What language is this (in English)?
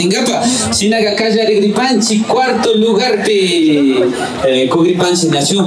Imbabura Highland Quichua